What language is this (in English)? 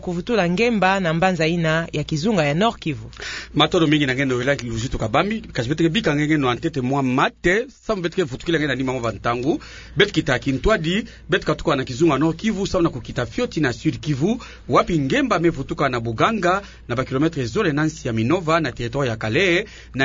Kituba (Democratic Republic of Congo)